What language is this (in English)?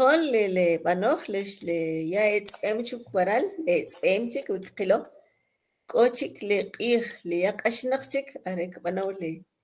Kʼicheʼ